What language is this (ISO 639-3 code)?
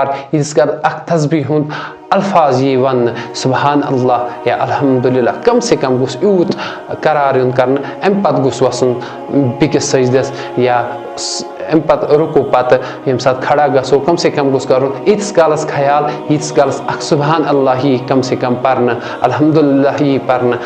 kas